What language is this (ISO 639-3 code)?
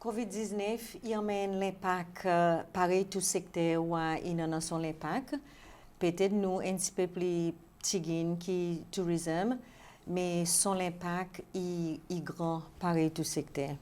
crs